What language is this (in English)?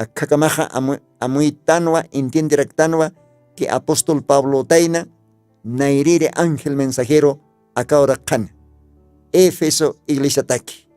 Aymara